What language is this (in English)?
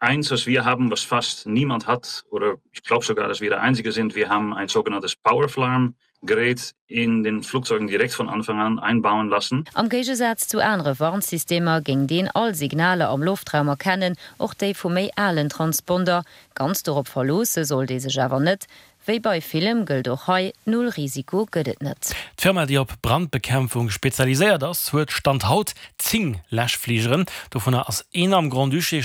Luxembourgish